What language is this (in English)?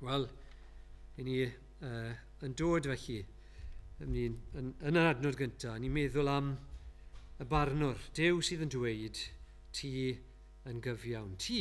Welsh